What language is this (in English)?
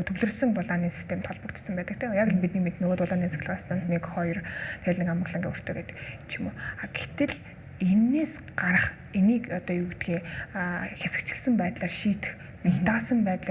Mongolian